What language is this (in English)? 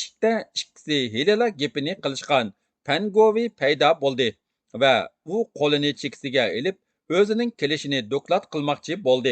Uyghur